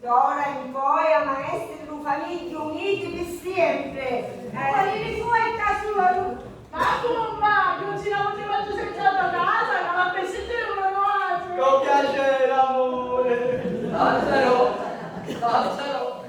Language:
Sicilian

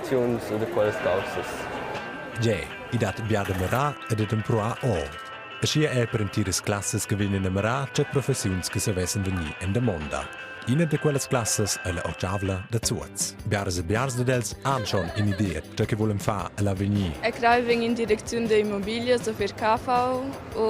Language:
Romansh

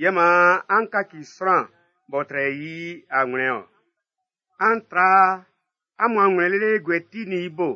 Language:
Baoulé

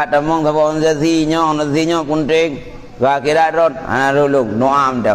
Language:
Achinese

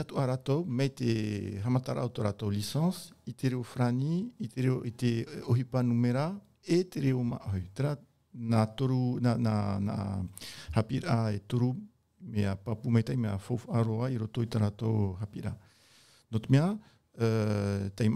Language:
Tahitian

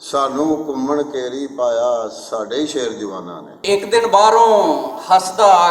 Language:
Western Panjabi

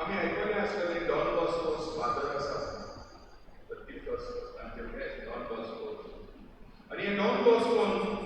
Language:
Konkani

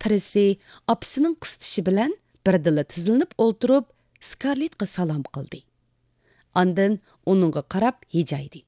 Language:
Uyghur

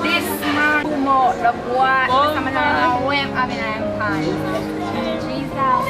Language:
Jamaican Creole English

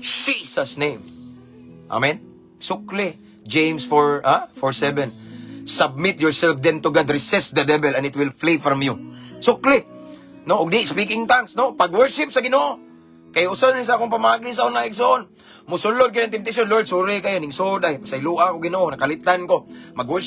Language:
Cebuano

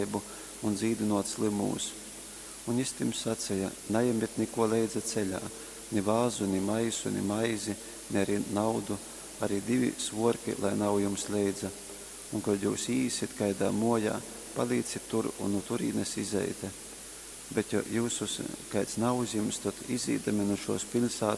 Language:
Latgalian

